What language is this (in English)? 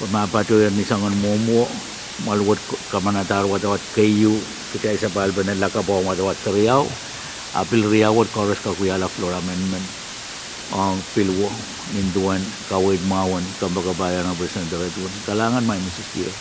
Pohnpeian